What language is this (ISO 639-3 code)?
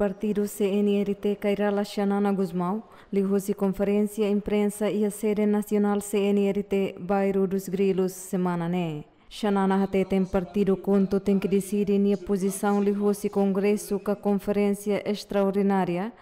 tet